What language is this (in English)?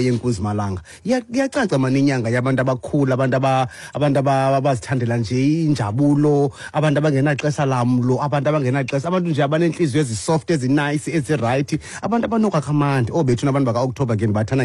Xhosa